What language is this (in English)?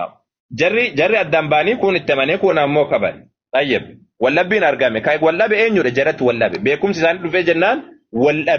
Oromo